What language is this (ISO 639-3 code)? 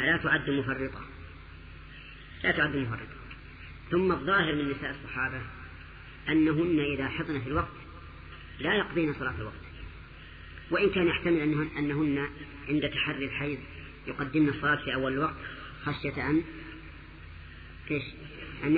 ara